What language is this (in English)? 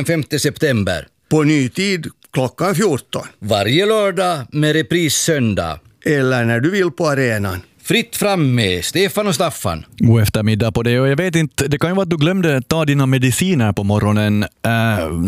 Swedish